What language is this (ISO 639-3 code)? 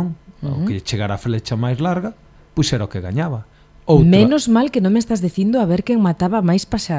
glg